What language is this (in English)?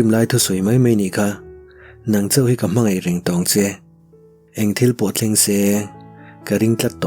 Mizo